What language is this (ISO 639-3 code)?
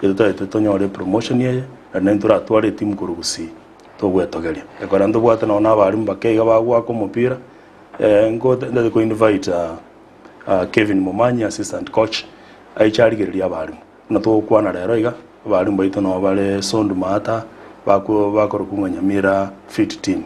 guz